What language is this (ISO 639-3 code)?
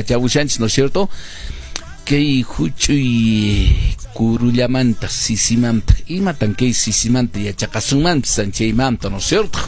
que